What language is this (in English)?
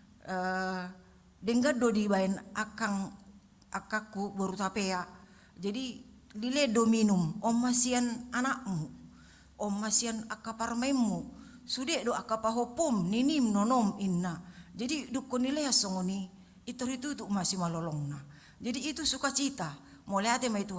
Batak Toba